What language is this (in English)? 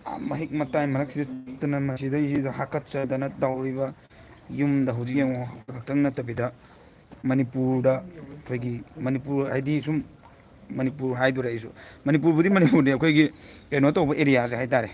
Manipuri